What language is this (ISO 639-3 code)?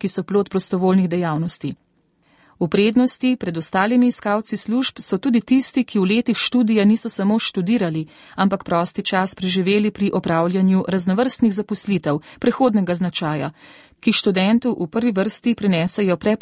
slv